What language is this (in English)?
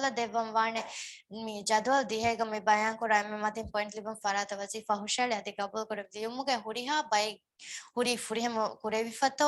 Divehi